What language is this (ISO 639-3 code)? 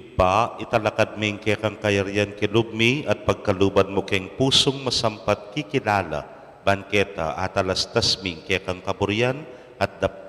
pam